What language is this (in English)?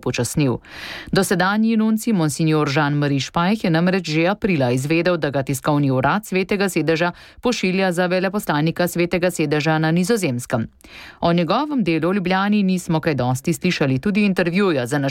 Slovenian